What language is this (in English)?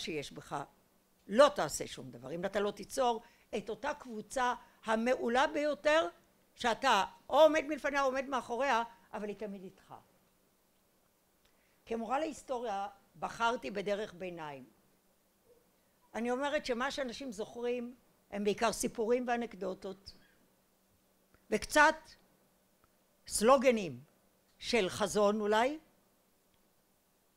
Hebrew